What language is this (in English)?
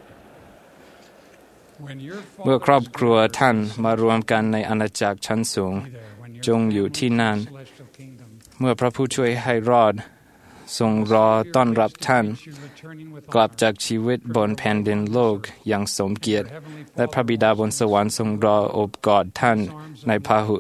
Thai